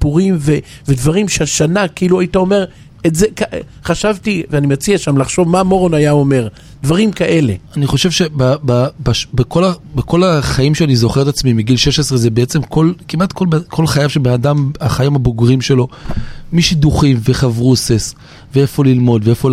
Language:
Hebrew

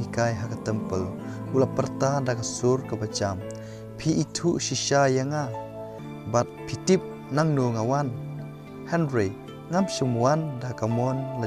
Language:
Khasi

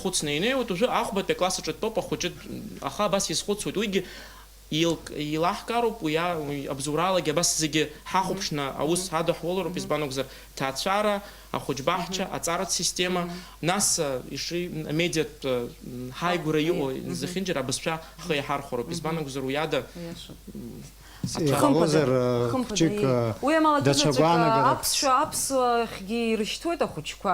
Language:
Abkhazian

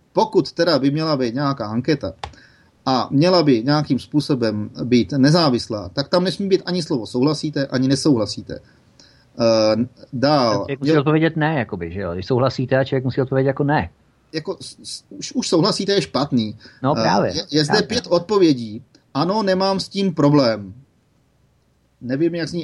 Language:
Czech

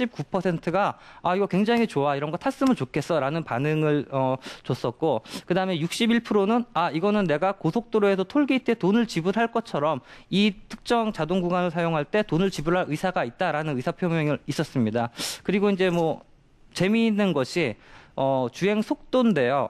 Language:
Korean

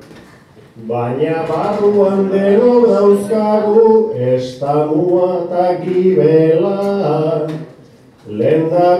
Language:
Basque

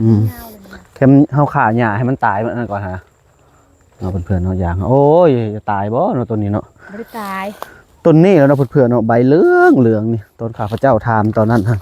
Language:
Northeastern Thai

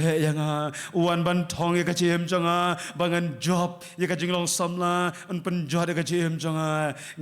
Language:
Khasi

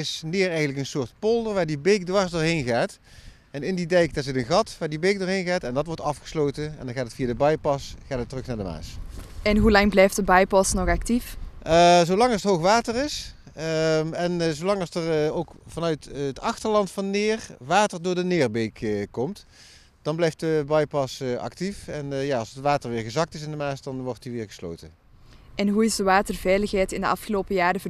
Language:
Dutch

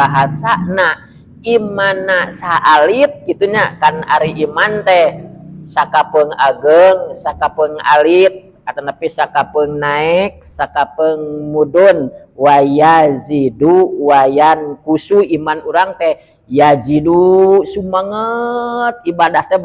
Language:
Sundanese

